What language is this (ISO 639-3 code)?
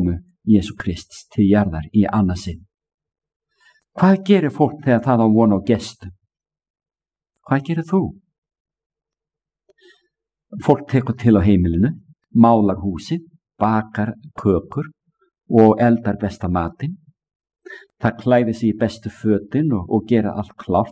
isl